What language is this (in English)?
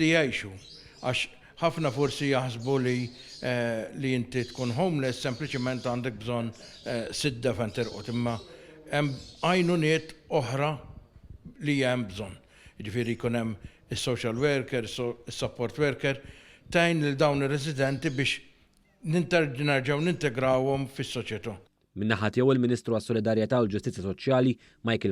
Maltese